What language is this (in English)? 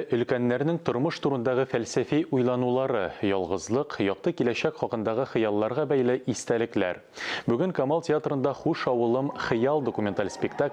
Tatar